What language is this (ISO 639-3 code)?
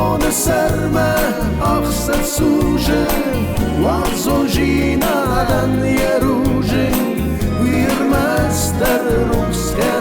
oss